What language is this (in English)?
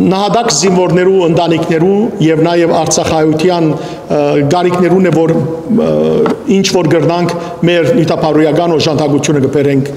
Western Armenian